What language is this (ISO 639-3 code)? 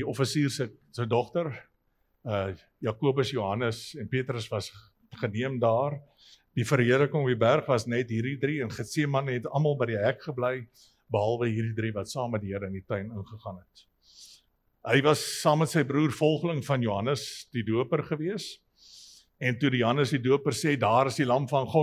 afr